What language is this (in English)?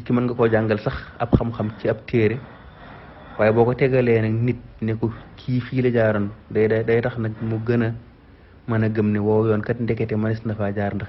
Wolof